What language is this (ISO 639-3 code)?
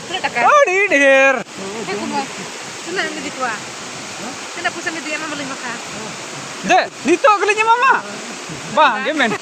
sat